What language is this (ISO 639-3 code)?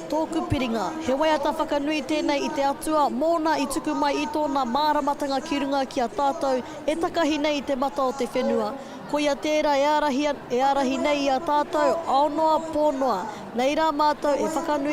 mri